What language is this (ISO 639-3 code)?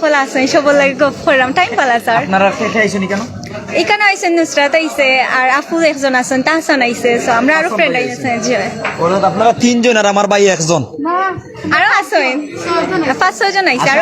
syl